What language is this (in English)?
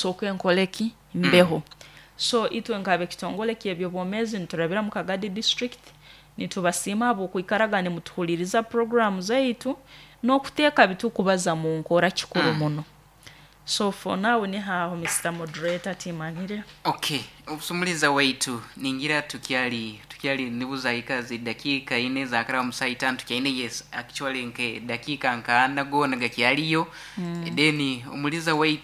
Nyoro